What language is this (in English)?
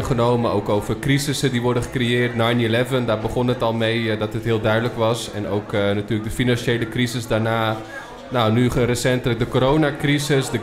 Dutch